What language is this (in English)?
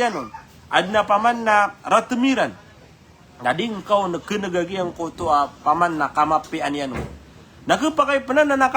Maranao